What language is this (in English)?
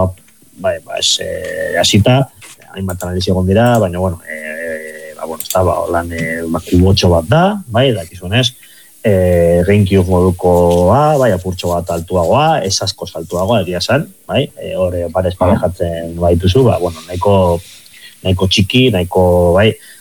Basque